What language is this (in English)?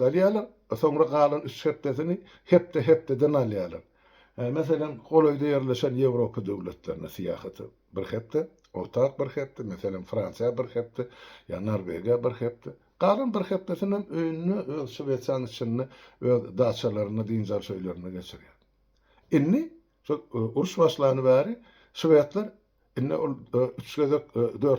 Turkmen